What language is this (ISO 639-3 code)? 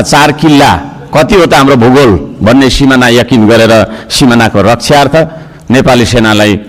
nep